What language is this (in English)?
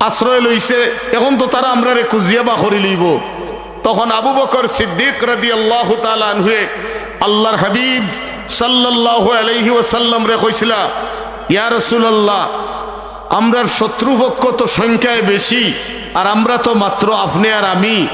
Sylheti